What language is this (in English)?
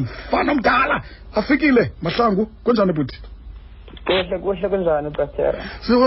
Xhosa